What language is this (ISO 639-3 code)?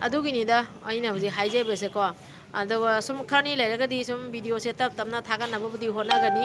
mni